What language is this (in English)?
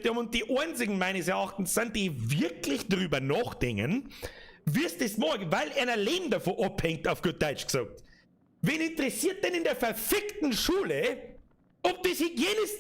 Bavarian